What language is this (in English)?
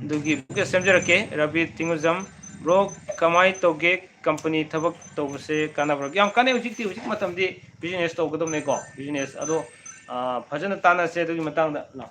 Manipuri